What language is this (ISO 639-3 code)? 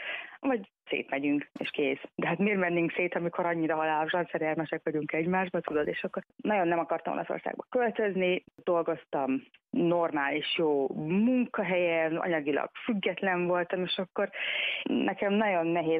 hun